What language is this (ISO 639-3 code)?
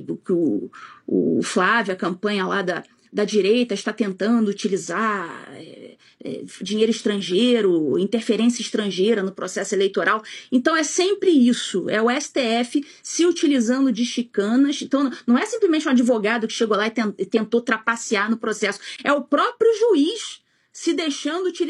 por